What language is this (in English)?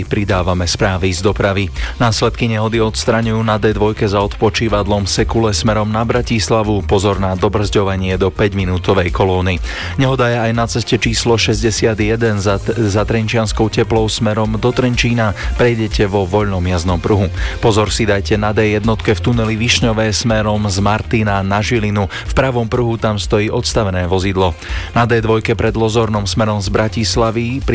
Slovak